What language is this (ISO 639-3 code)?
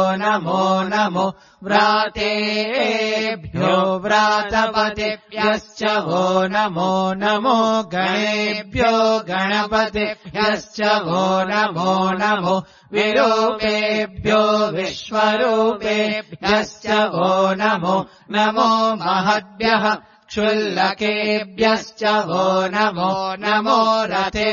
san